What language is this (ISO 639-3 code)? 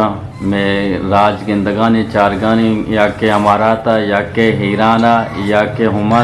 bgp